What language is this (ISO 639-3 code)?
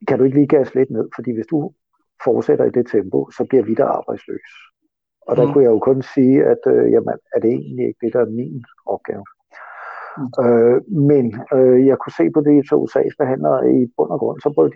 dan